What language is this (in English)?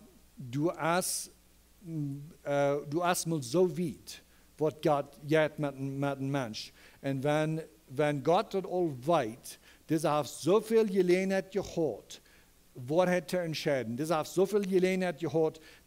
Plautdietsch